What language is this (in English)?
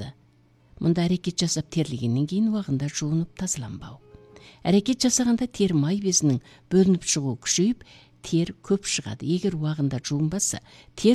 Kazakh